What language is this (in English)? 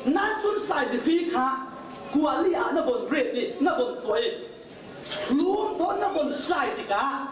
Falam Chin